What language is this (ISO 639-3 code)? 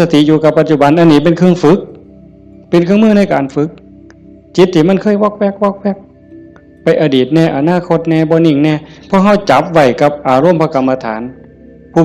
tts